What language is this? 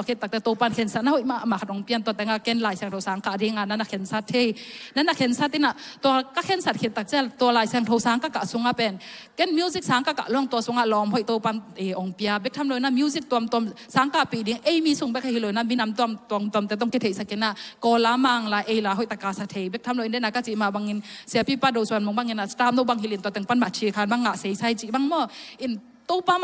Tedim Chin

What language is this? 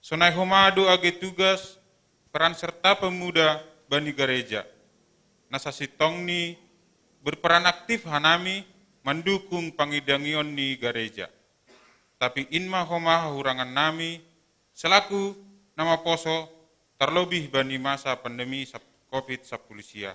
Batak Simalungun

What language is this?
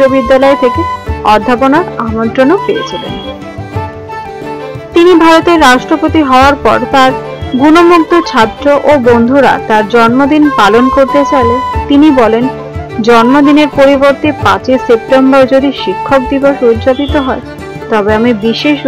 Bangla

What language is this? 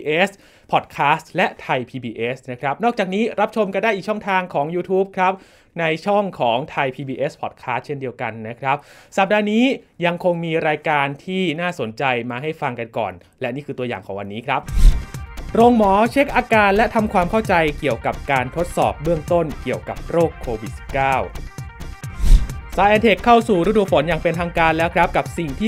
Thai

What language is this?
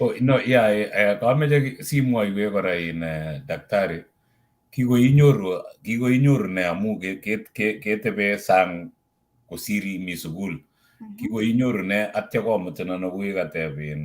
Kalenjin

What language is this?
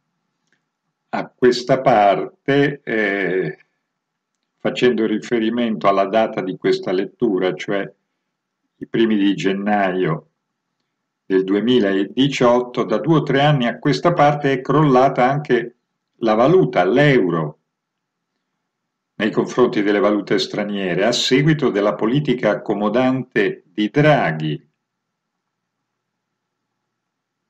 Italian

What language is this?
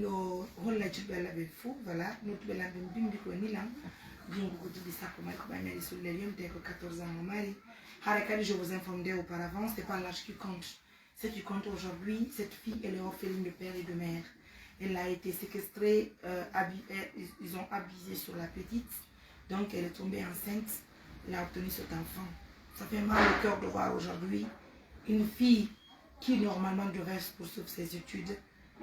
Fula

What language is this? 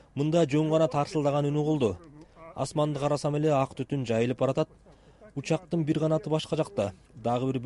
Kyrgyz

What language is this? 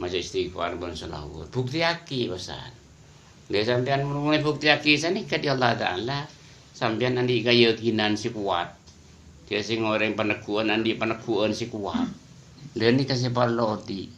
Madurese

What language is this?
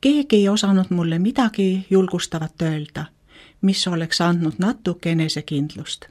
Estonian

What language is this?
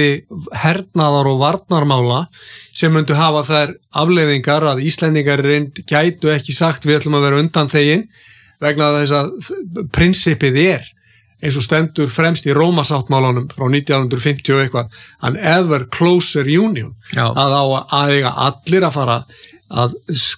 Icelandic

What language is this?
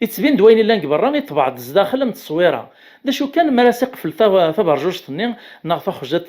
Kabyle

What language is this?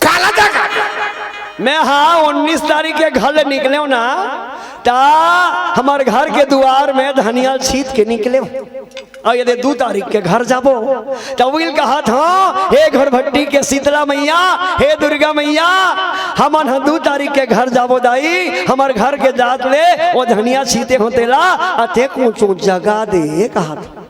Chhattisgarhi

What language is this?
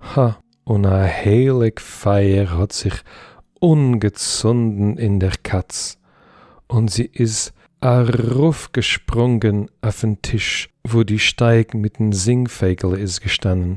Yiddish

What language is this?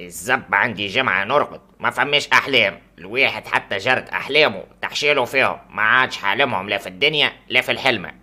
Tunisian Arabic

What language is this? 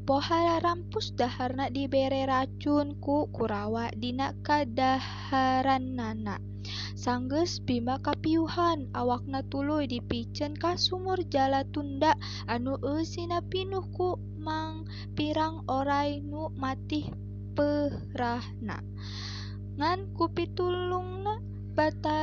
Sundanese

